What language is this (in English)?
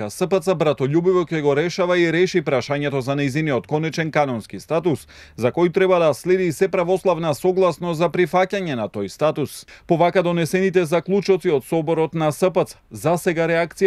Macedonian